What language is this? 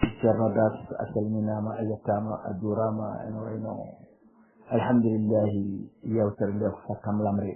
Fula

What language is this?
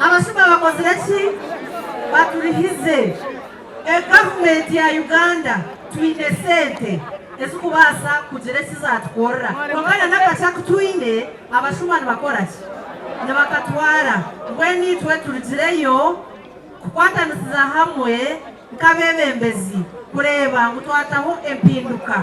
Nyankole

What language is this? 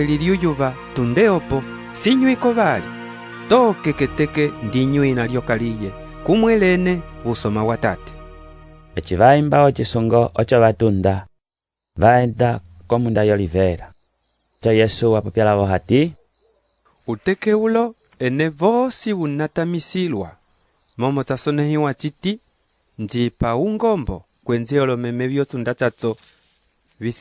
Umbundu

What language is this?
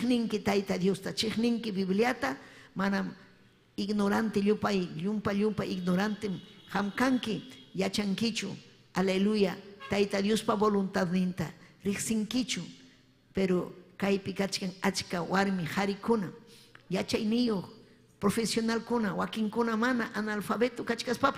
Ayacucho Quechua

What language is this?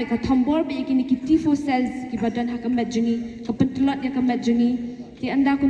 Khasi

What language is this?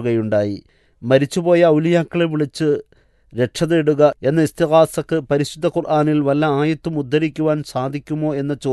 Malayalam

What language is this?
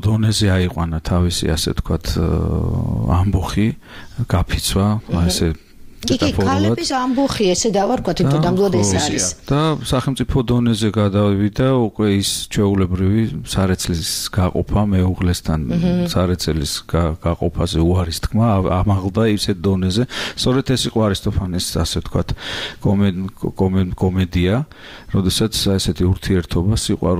Georgian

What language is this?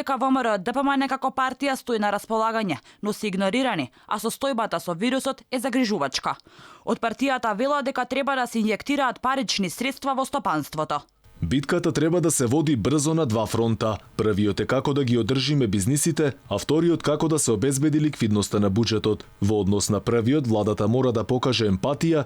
Macedonian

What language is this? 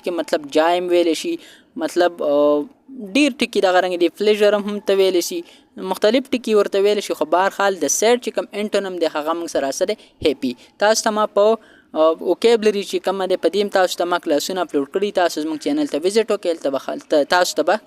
Pashto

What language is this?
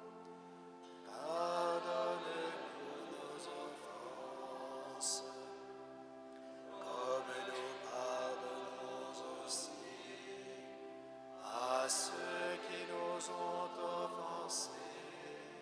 French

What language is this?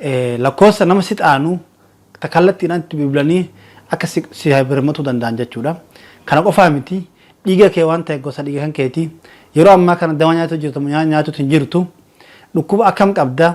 Oromo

